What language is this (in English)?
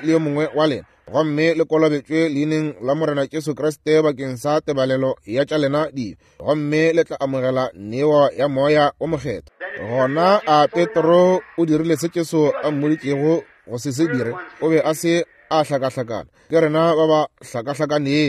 Northern Sotho